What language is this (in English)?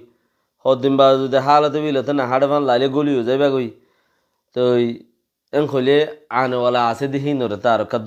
Rohingya